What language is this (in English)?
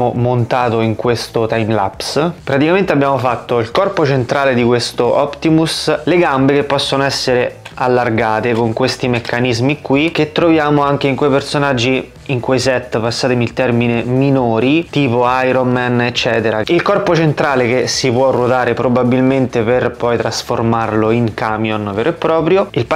Italian